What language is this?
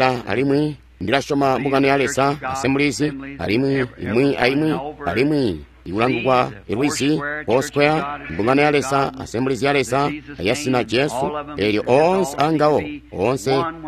Tonga (Zambia)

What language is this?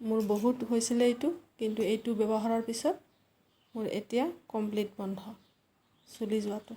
Assamese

